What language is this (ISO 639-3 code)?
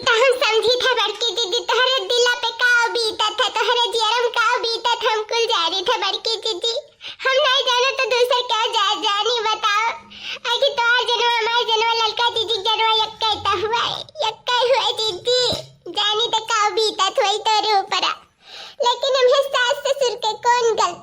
awa